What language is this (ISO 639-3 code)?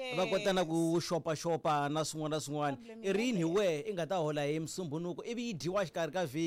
tso